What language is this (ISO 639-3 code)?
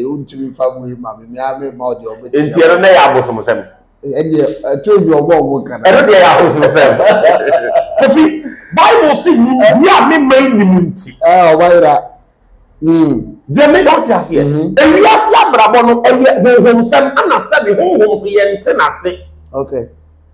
aka